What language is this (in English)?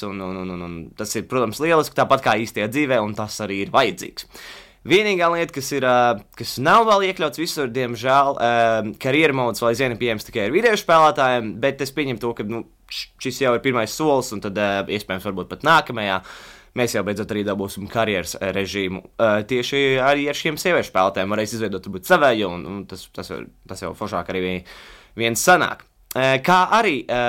Latvian